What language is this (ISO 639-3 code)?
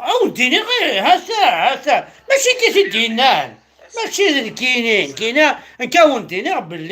kab